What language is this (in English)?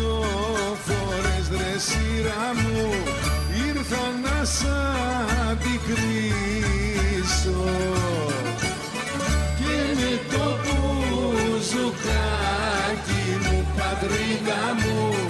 Greek